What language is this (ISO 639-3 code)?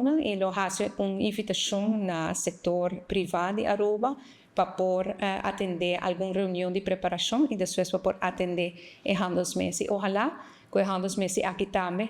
pap